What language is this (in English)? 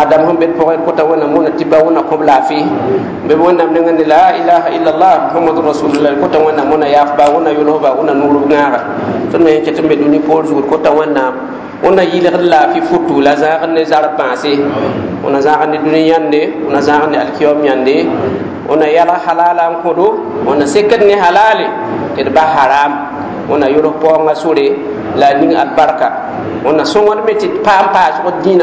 Mossi